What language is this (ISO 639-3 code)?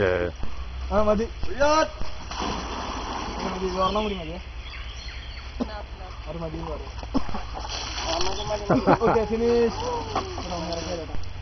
mal